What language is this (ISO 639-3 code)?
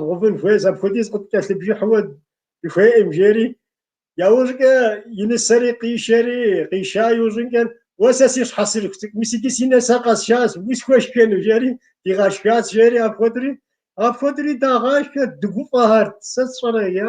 kbd